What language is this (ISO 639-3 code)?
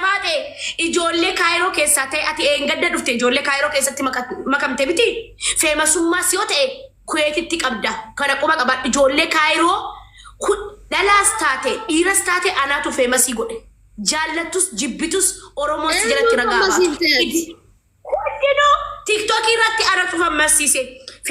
orm